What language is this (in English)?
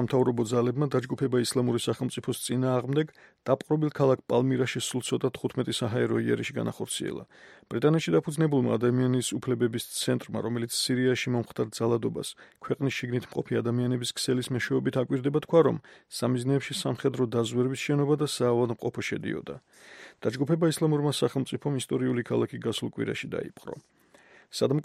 Georgian